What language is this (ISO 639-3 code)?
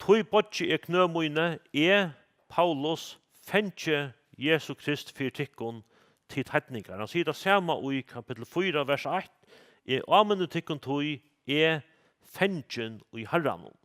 fao